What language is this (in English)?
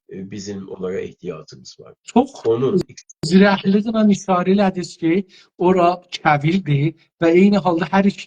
South Azerbaijani